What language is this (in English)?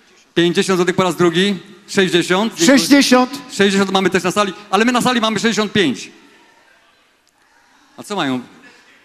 Polish